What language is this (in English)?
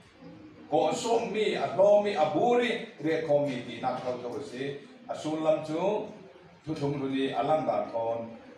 Falam Chin